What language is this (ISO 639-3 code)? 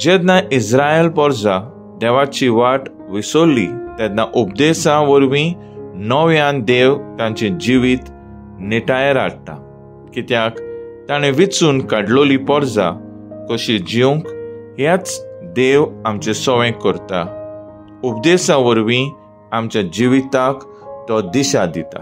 kok